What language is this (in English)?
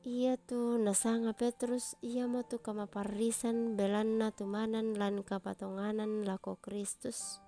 Toraja-Sa'dan